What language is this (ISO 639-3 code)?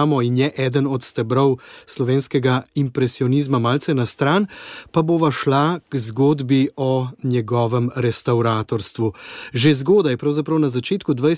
slv